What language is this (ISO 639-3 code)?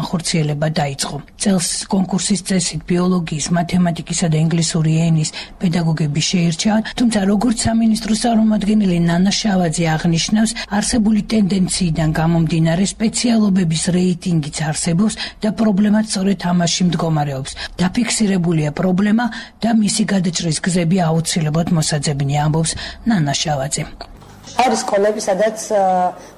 kat